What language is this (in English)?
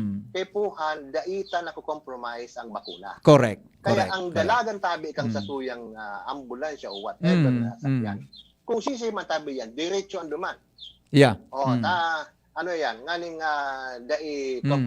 Bikol